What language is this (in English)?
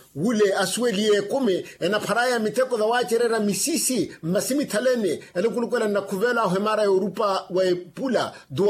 Makhuwa